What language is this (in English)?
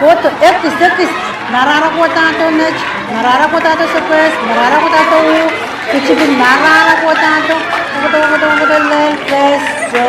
Pohnpeian